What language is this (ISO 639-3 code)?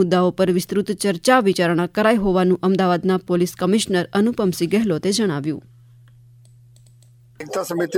guj